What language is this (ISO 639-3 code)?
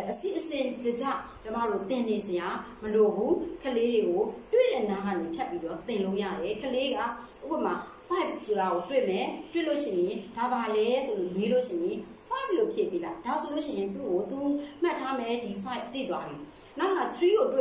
mya